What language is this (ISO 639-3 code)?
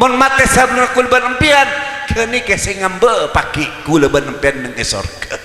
mad